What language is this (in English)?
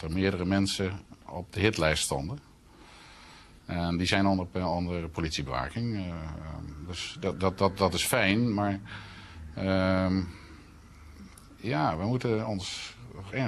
Dutch